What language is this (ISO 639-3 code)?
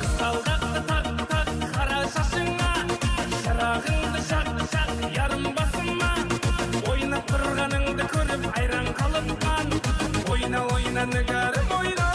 kaa